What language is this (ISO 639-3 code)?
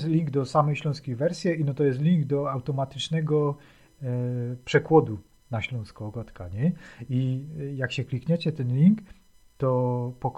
szl